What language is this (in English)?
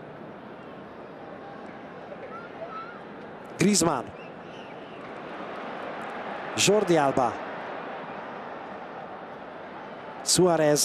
Hungarian